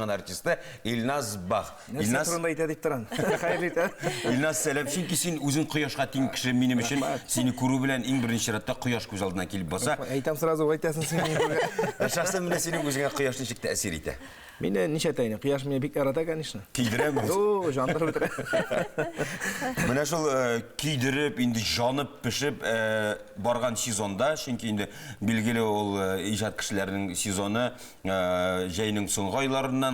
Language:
Tatar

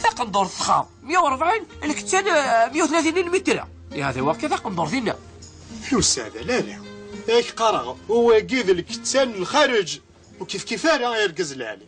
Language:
Kabyle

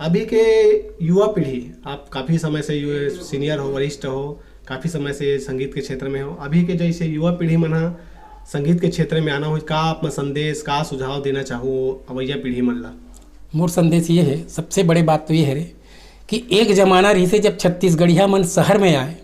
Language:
Chhattisgarhi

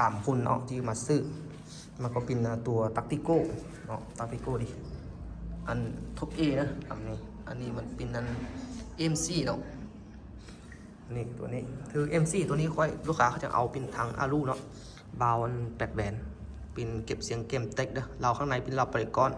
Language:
Lao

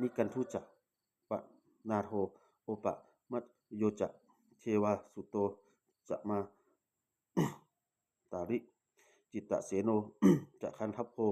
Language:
Pali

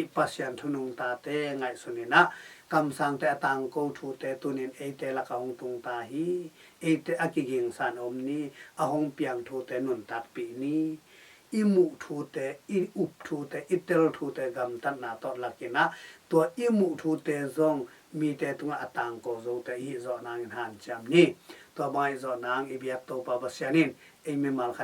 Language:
Tedim Chin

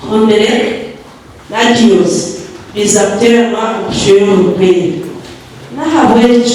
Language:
Nyankole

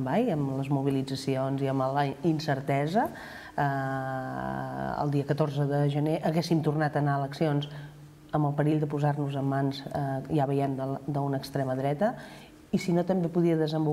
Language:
Catalan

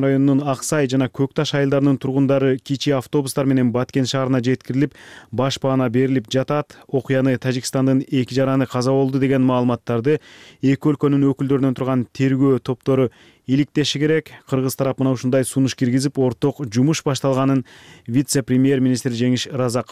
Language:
Kyrgyz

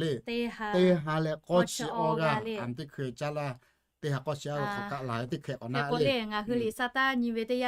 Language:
Lahu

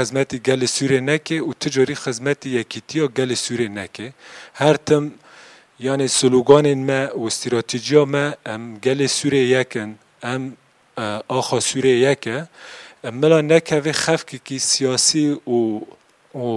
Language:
Kurdish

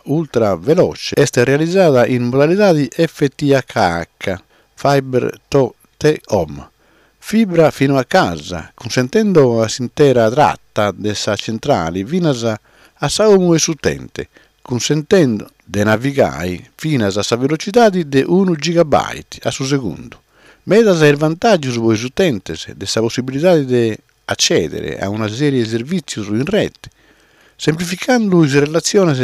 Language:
Sardinian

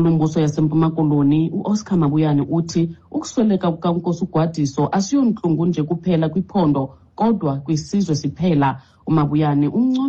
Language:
Xhosa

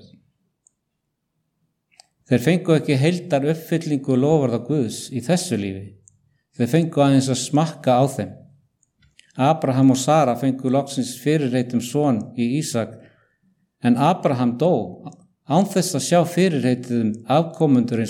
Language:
Icelandic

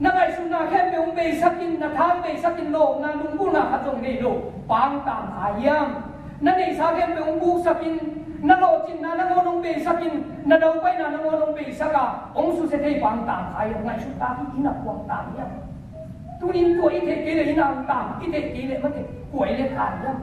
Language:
Tedim Chin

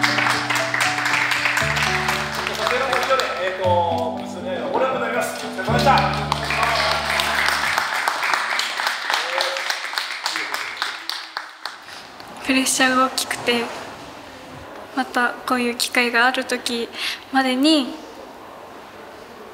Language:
Japanese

